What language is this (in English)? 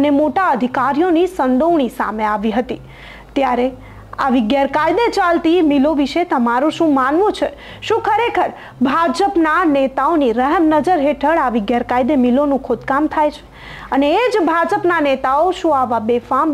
Gujarati